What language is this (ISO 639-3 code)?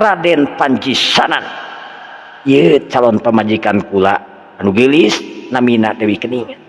sun